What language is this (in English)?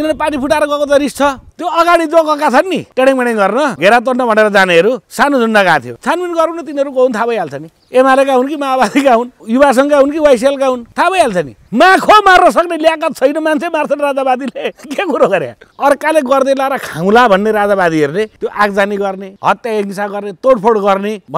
Nepali